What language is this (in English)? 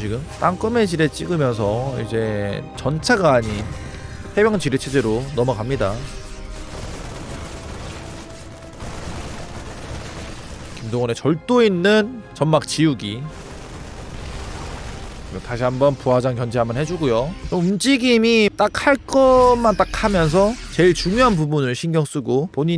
Korean